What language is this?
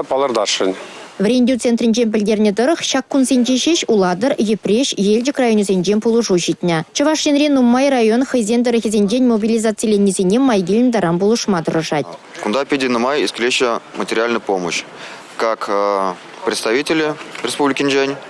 Chuvash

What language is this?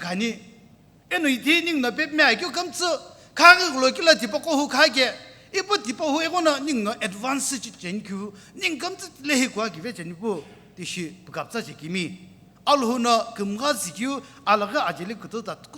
Sumi Naga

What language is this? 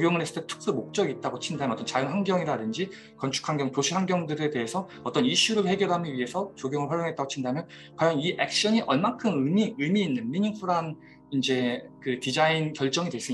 Korean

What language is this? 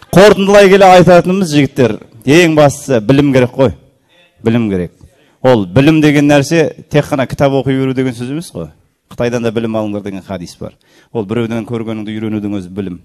Kazakh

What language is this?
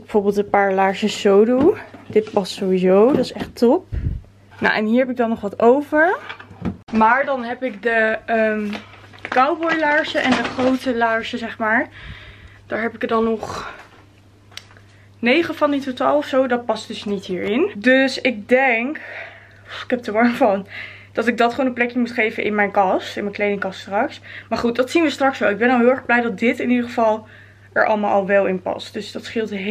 Dutch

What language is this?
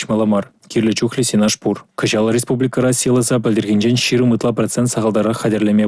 Chuvash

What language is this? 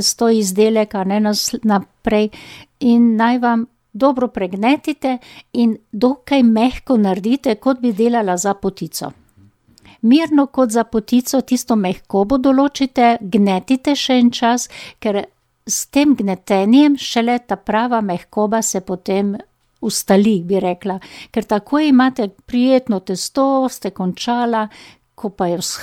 Slovenian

